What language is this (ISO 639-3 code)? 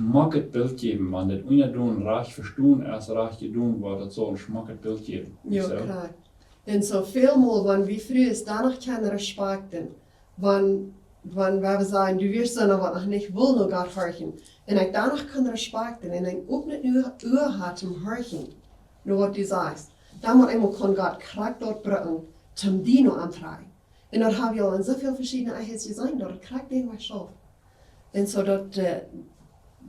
pdt